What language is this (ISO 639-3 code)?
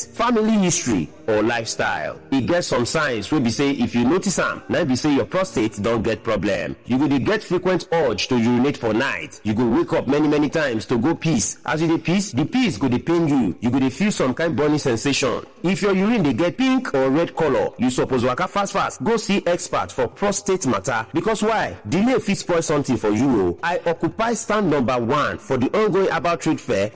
pcm